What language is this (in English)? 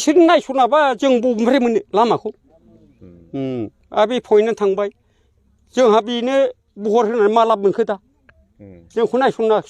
Bodo